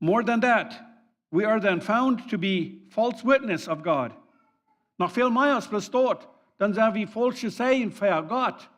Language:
Plautdietsch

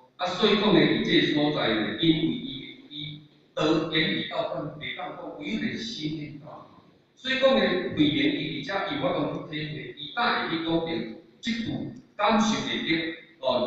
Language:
Min Nan Chinese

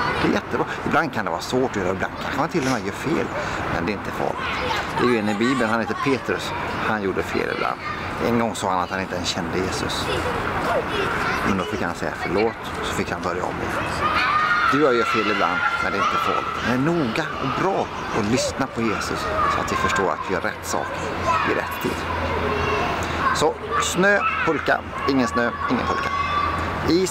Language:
Swedish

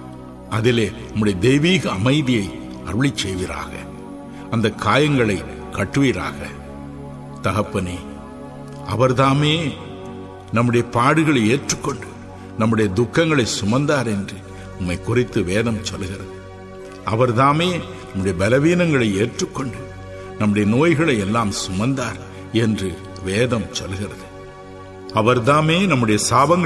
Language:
Tamil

